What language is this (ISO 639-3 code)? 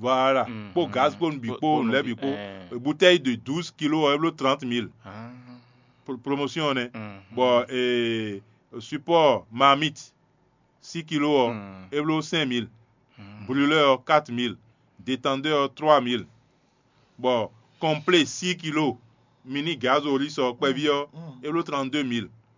fon